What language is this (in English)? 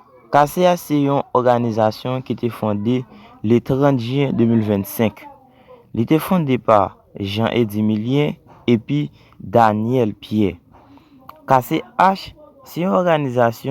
Haitian Creole